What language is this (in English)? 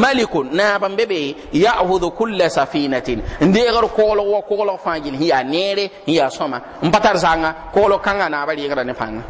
Mossi